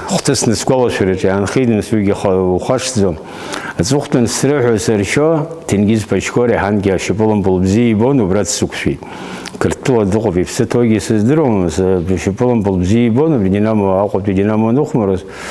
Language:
Abkhazian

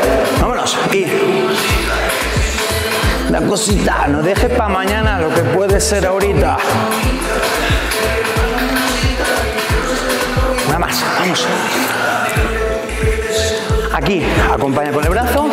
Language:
Spanish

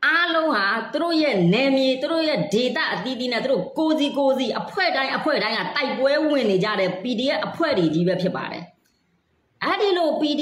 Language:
Burmese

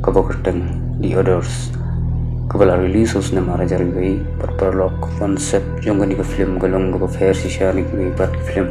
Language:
Khasi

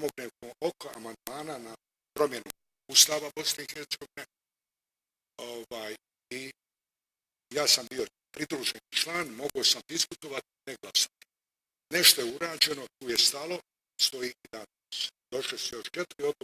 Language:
Bosnian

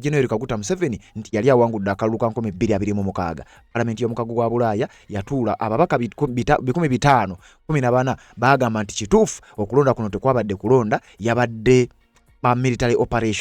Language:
Ganda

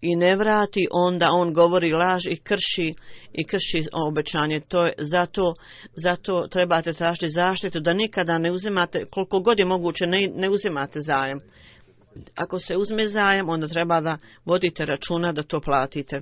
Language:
Bosnian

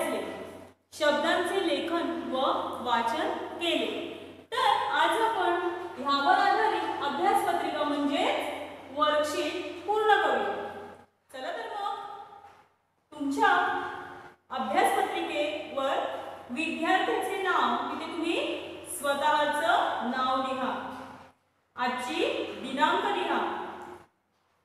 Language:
Marathi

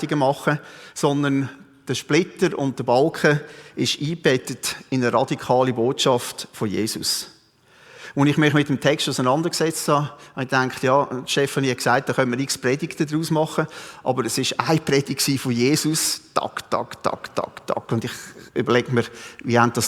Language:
Swiss German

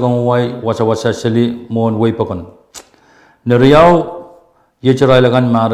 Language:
Pohnpeian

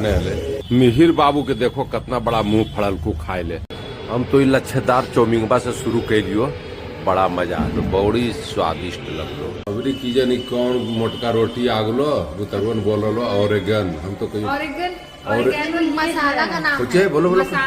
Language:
Magahi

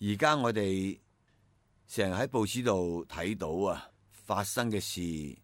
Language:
Cantonese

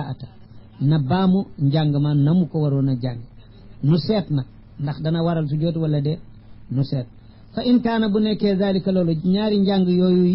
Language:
Wolof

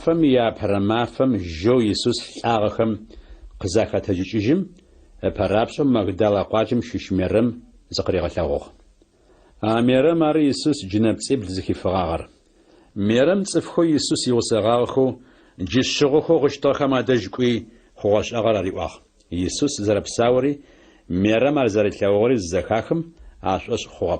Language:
Adyghe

